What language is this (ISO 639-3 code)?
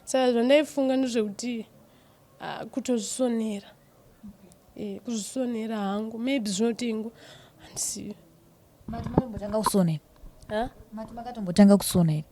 sna